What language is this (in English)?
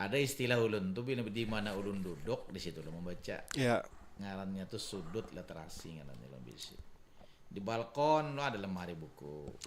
Banjar